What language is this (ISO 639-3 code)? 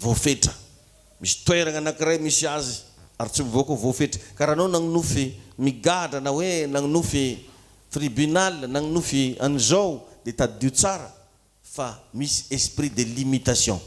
mlg